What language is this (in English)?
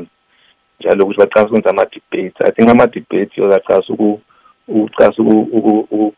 North Ndebele